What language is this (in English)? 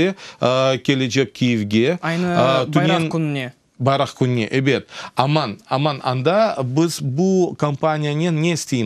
Crimean Tatar